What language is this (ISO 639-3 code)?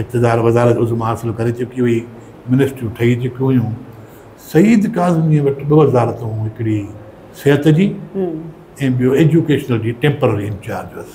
snd